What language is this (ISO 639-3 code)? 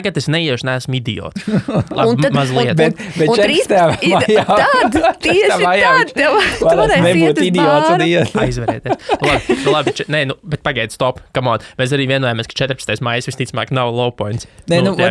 lav